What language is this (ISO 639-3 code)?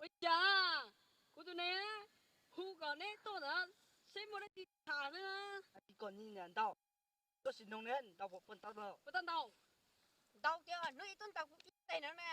hmn